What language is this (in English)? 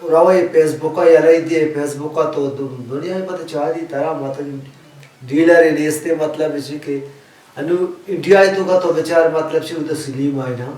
Baluchi